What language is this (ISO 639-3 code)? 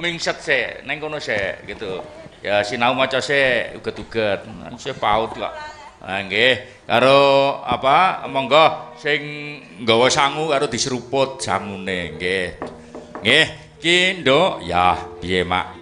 jav